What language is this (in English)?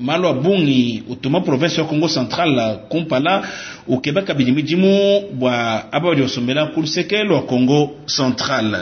Luba-Lulua